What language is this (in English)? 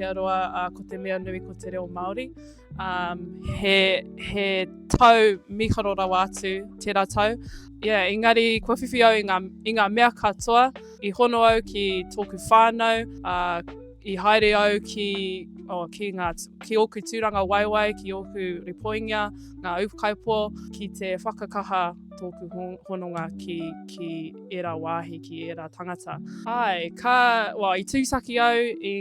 Māori